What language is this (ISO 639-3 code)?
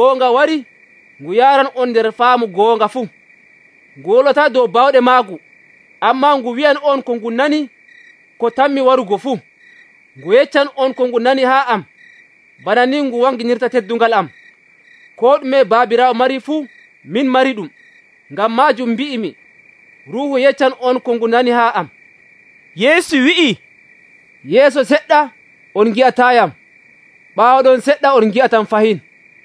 fuv